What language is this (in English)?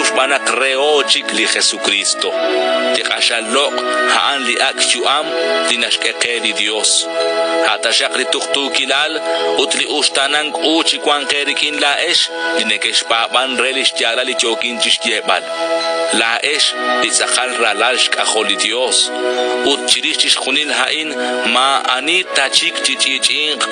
Kekchí